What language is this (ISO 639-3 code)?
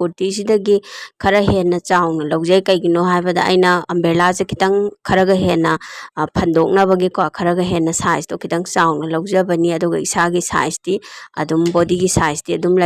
mni